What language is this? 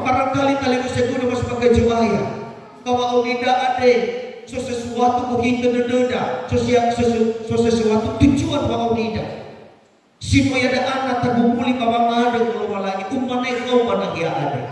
Nias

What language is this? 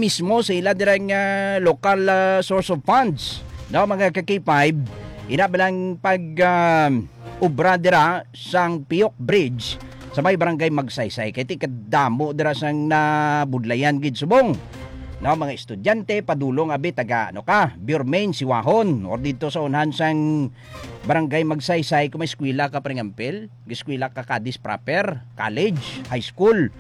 Hiligaynon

